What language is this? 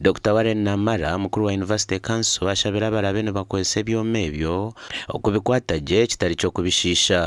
Nyankole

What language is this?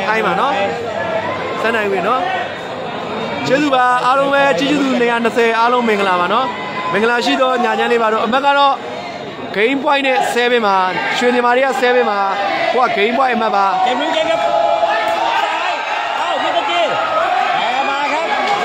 Burmese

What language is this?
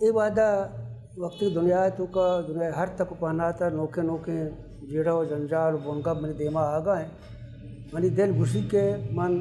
Baluchi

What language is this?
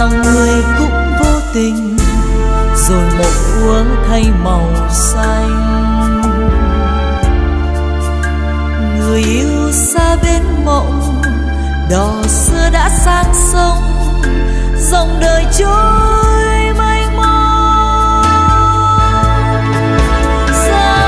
Vietnamese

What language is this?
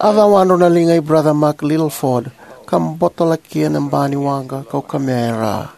Fijian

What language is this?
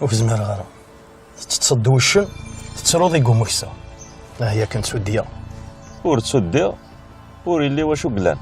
Kabyle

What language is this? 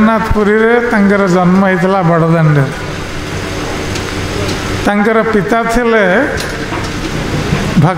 Odia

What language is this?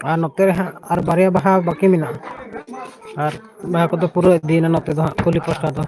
Santali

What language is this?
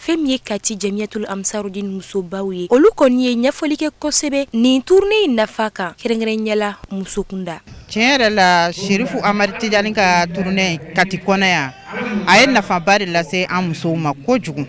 Bambara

